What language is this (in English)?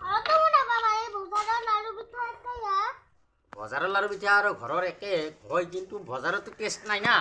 Assamese